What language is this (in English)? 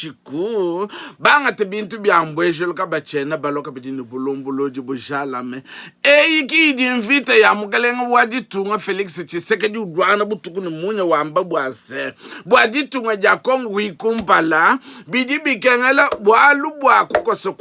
Luba-Lulua